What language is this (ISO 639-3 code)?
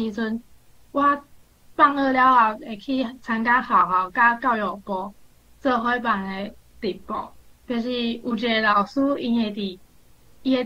nan